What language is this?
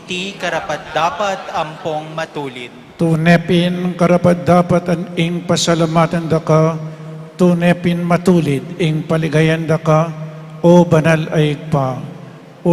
Pampanga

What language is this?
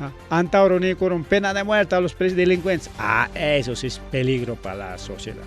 Ayacucho Quechua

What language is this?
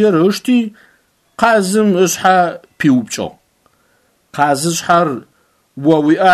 Adyghe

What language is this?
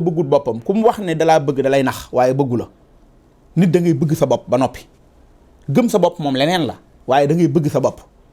Wolof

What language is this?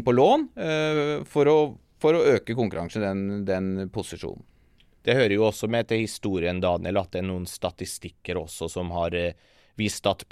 Norwegian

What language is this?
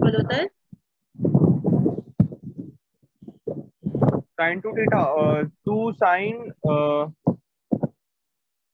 Hindi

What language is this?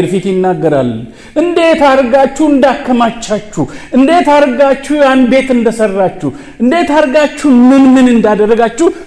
Amharic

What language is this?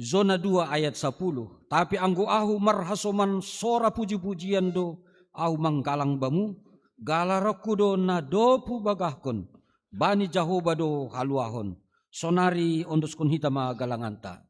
Batak Simalungun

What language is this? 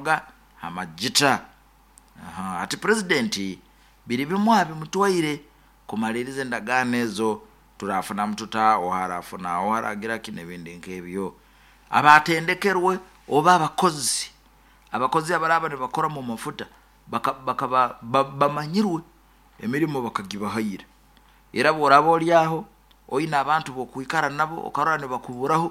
Nyoro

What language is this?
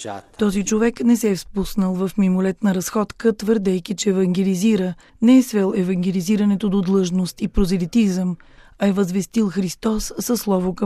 Bulgarian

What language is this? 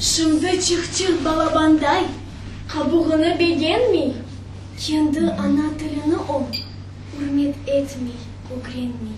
Crimean Tatar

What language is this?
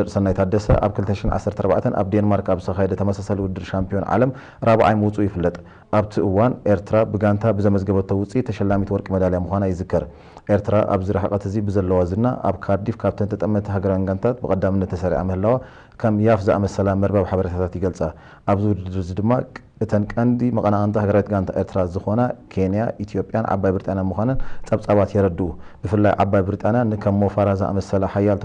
Tigrinya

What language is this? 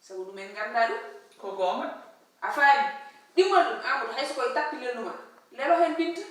Fula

